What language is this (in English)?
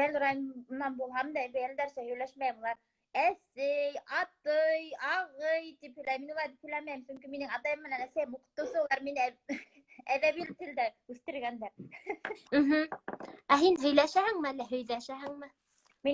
Bashkir